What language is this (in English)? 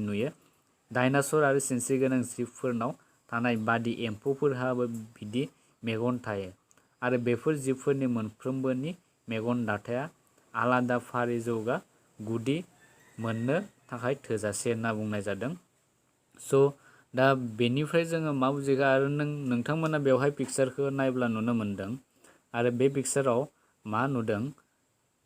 Bodo